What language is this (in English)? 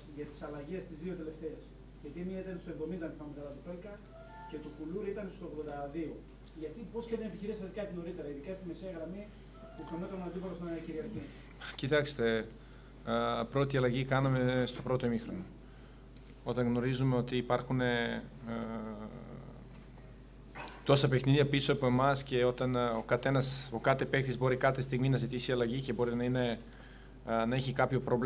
Greek